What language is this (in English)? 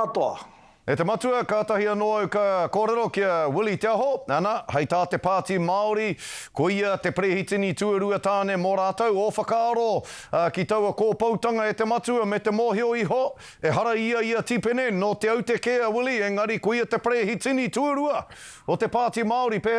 Māori